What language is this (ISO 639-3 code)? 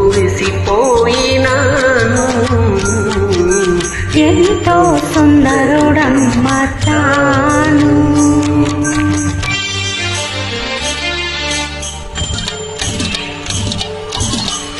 tel